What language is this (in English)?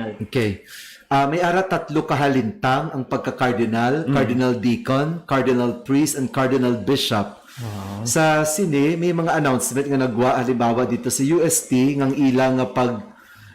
Hiligaynon